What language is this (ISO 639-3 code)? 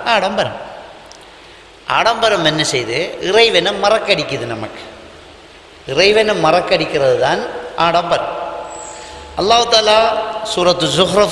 tam